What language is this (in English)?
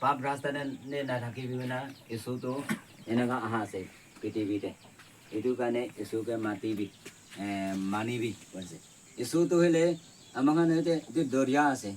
Naga Pidgin